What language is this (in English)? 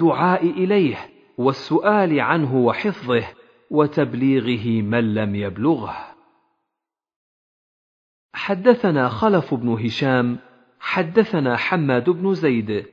Arabic